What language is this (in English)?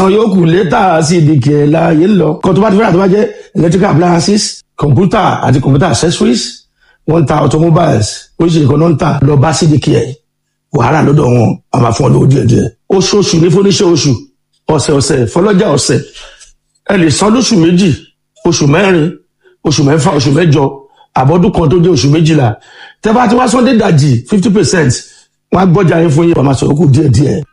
Yoruba